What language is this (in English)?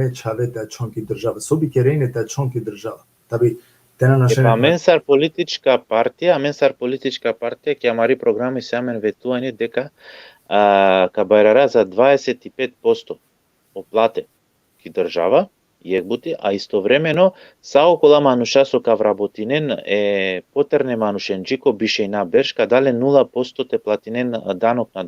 Balkan Romani